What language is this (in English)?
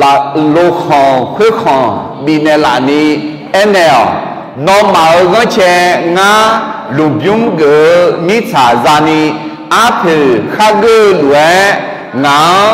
Akha